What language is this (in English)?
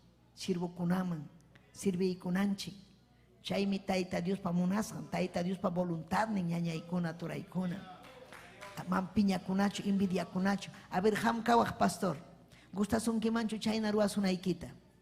Ayacucho Quechua